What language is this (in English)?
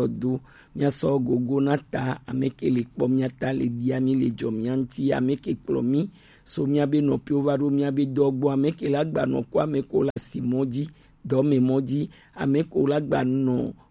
Gen